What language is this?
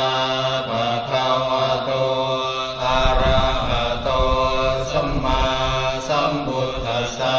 Pali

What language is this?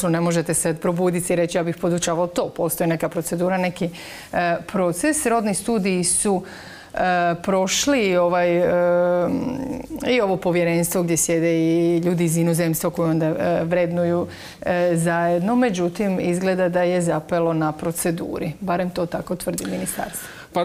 Croatian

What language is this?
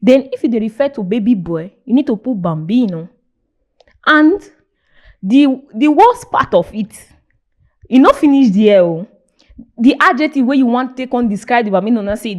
Nigerian Pidgin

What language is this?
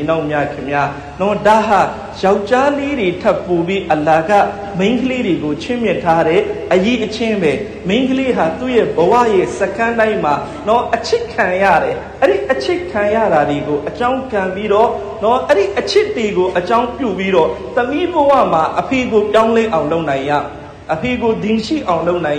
Burmese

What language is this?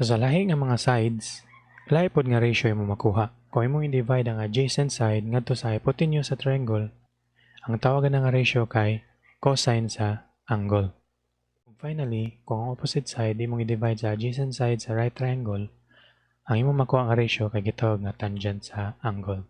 Cebuano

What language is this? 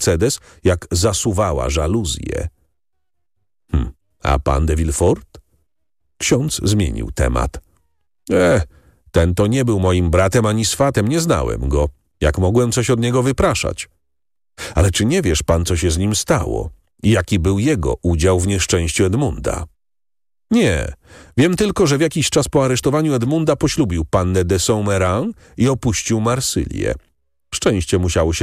Polish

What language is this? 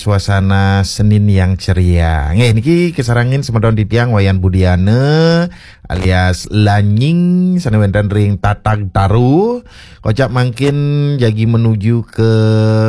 Balinese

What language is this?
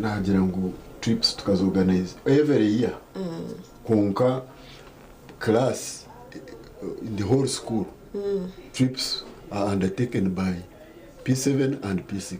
Nyankole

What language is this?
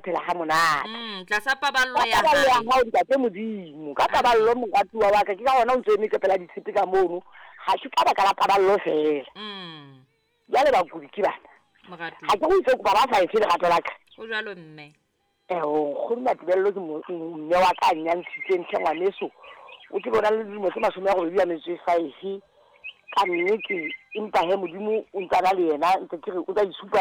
Southern Sotho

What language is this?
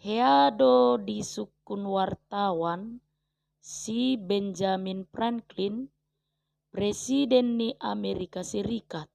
Batak Toba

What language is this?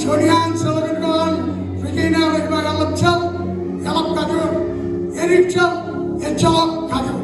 Marshallese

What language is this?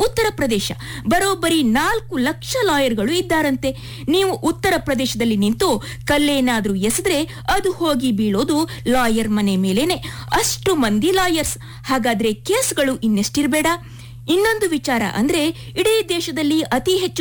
Kannada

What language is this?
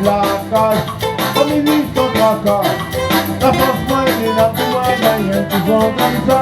Réunion Creole French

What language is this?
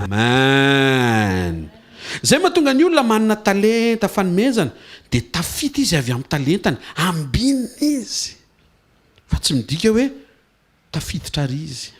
Malagasy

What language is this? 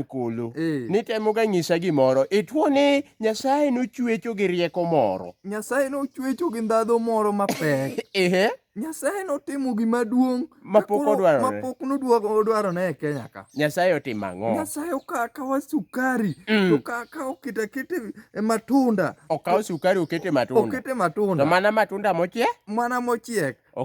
Luo (Kenya and Tanzania)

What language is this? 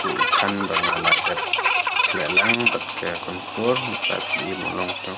Khasi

